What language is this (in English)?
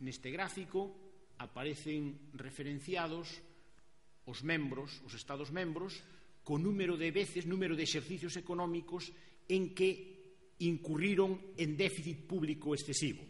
Galician